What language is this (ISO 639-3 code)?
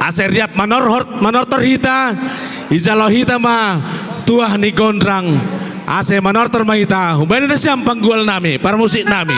bts